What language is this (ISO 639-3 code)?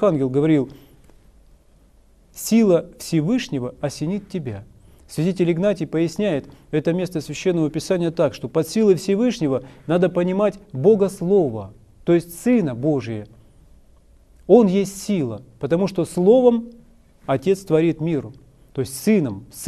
rus